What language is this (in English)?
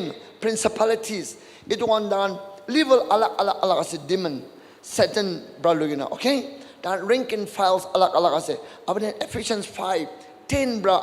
Naga Pidgin